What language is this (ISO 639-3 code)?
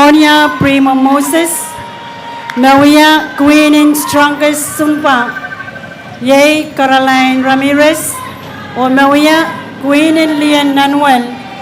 pon